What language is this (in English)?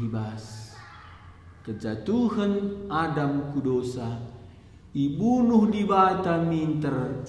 Batak Karo